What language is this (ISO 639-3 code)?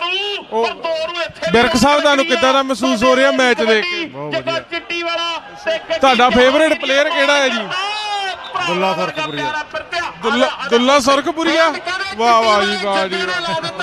pan